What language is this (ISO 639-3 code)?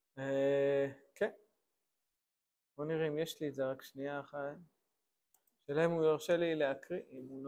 heb